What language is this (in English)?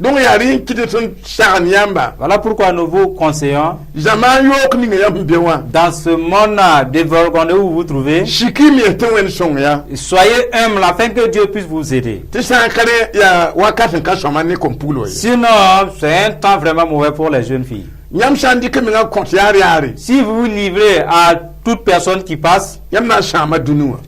Mossi